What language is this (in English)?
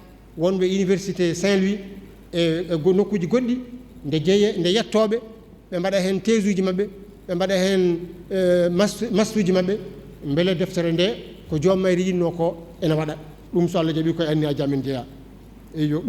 Fula